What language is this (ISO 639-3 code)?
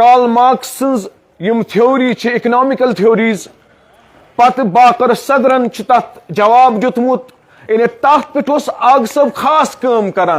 kas